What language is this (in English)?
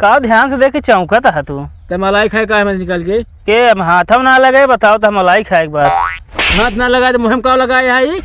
Awadhi